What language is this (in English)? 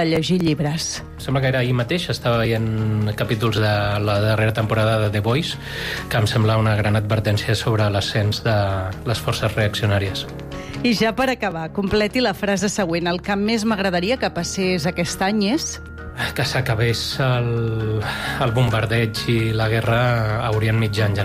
Catalan